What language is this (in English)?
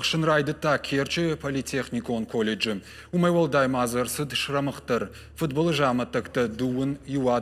Ossetic